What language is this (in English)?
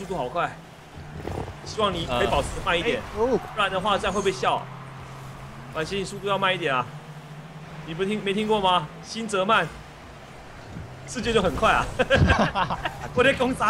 Chinese